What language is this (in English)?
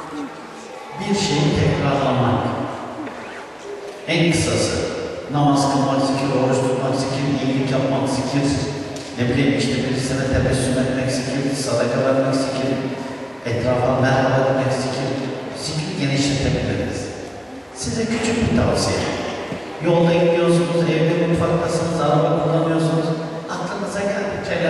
Turkish